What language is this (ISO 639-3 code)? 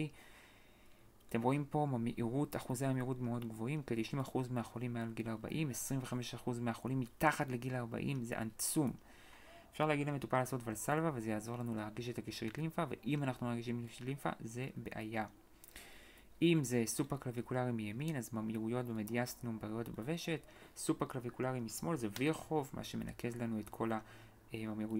heb